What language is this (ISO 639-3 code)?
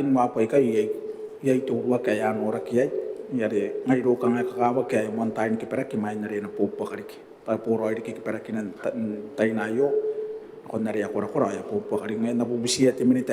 gil